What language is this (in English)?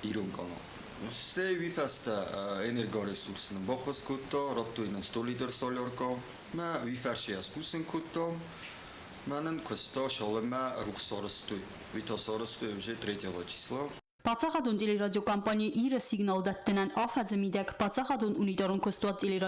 Ossetic